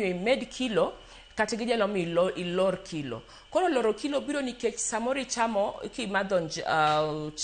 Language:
Luo (Kenya and Tanzania)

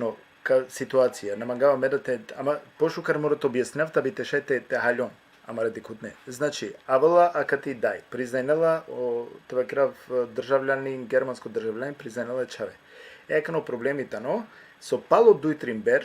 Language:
Balkan Romani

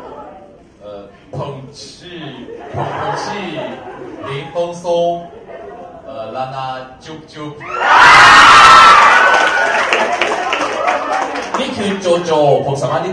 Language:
Thai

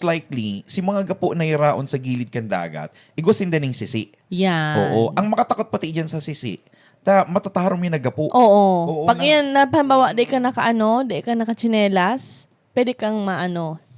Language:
Bikol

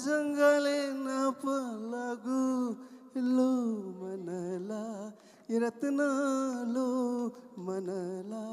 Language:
Newari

